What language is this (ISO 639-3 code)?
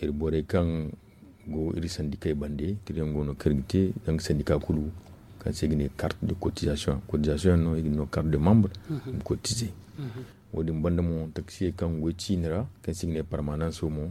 dje